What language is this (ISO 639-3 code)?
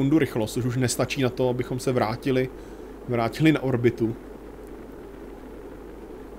ces